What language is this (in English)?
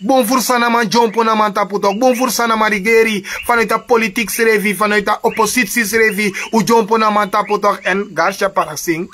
Sranan Tongo